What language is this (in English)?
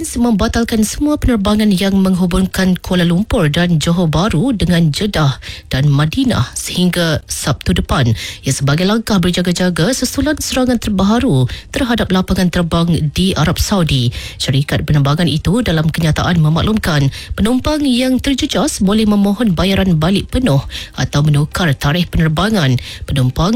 Malay